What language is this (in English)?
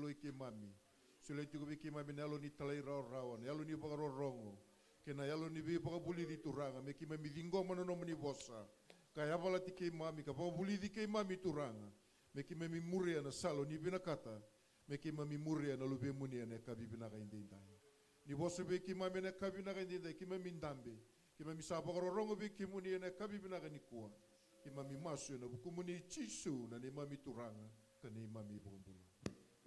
Fijian